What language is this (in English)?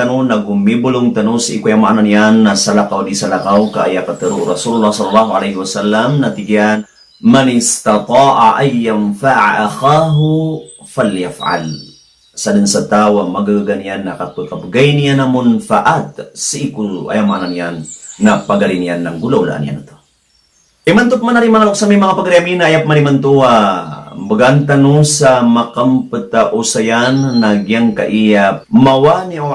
Maranao